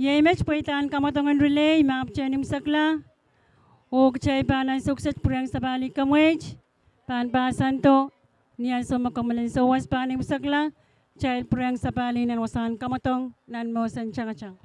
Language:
Pohnpeian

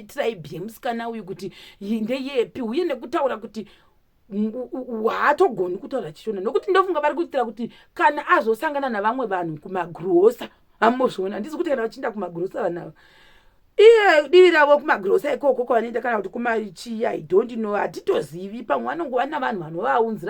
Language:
Shona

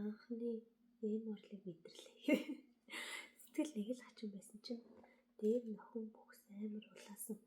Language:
Mongolian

